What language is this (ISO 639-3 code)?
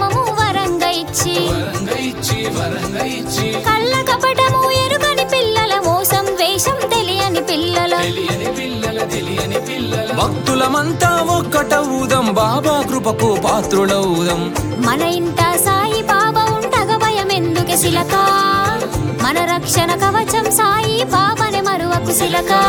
tel